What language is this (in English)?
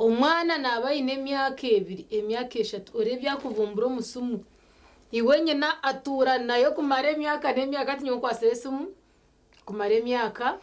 Nyankole